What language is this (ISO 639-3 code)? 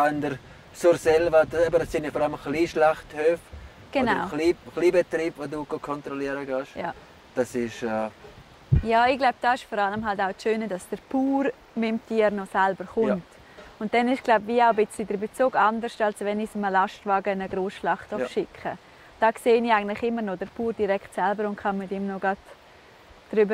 gsw